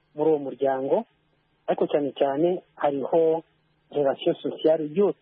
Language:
Kinyarwanda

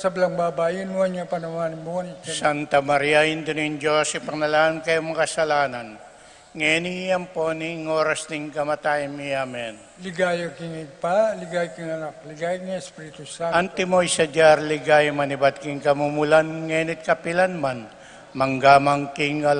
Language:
Pampanga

